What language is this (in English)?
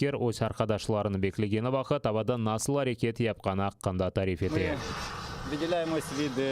Crimean Tatar